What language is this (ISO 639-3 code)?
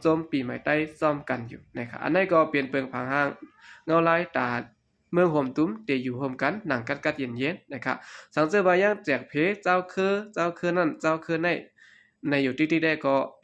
shn